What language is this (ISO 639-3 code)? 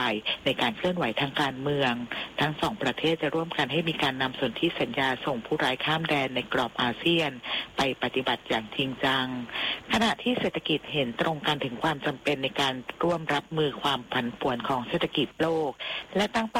tha